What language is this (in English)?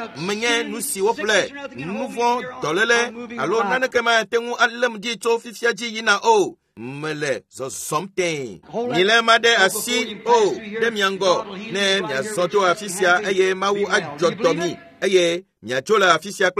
Ewe